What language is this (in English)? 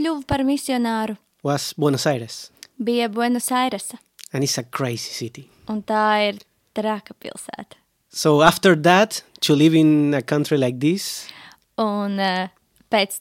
Latvian